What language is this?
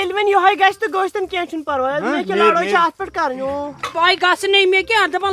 Kashmiri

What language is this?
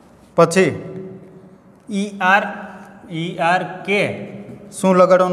Gujarati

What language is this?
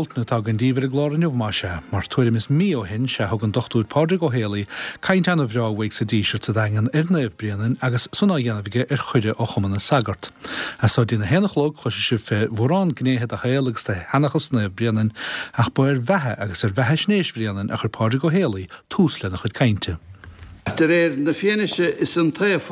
Irish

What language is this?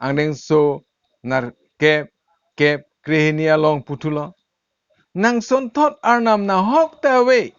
Karbi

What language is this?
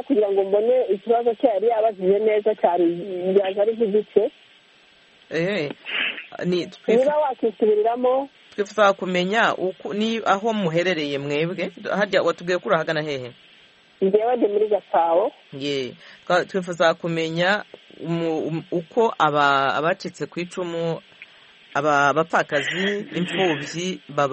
Kinyarwanda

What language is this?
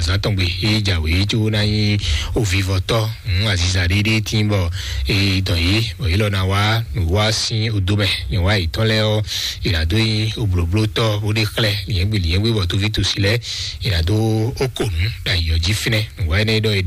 Fon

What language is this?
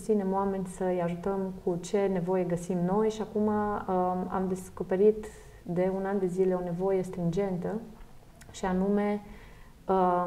Romanian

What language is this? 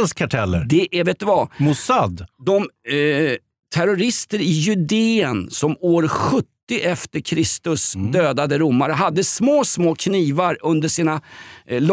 Swedish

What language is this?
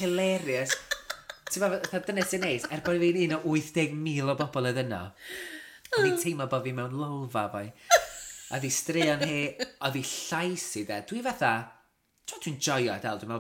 Welsh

